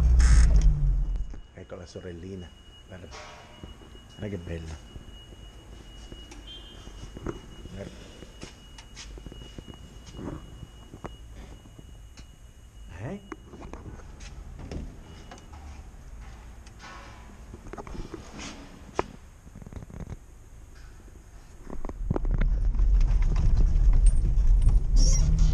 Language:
Italian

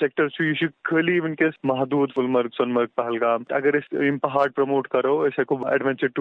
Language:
Kashmiri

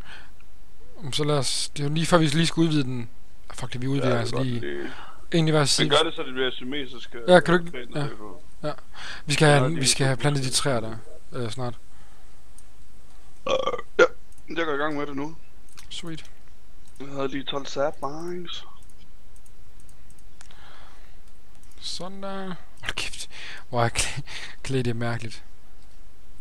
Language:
Danish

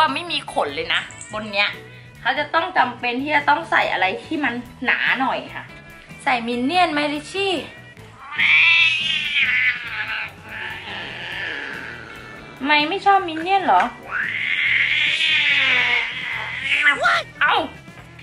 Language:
Thai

